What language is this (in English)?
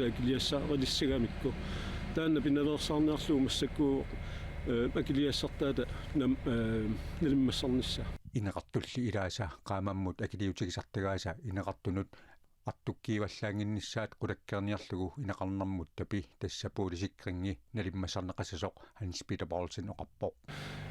Kalaallisut